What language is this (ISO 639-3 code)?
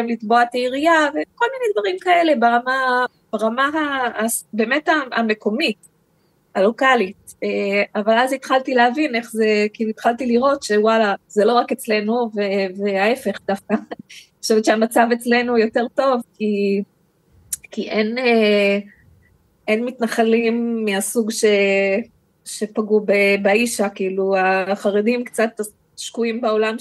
heb